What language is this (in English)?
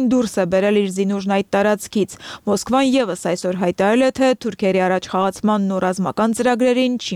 Armenian